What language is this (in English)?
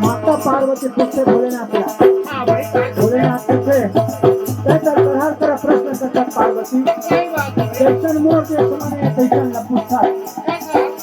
Chhattisgarhi